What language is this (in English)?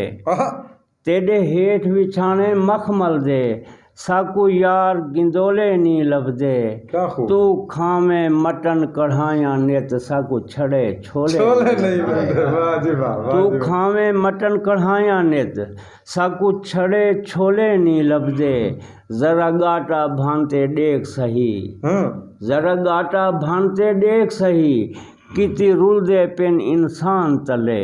Saraiki